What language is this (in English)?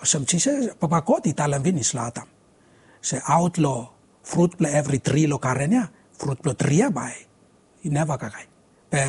Bislama